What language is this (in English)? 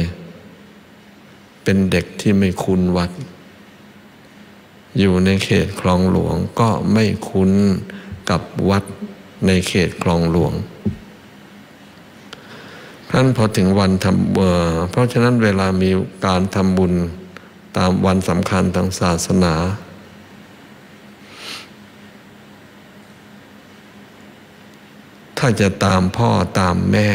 Thai